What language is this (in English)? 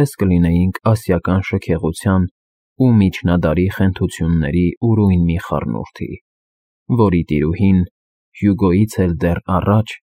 Armenian